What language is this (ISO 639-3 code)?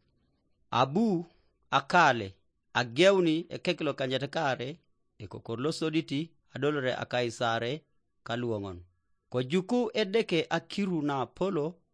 teo